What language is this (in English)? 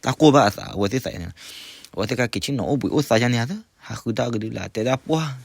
S'gaw Karen